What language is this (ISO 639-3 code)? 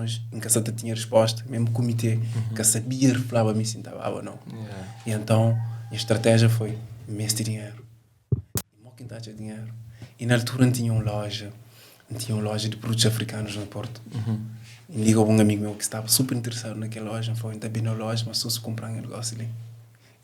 kea